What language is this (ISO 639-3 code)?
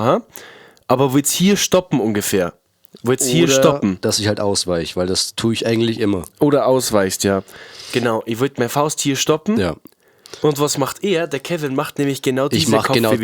bar